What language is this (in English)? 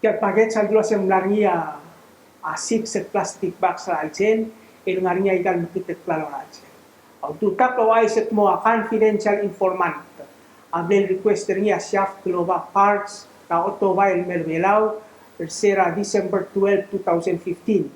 Palauan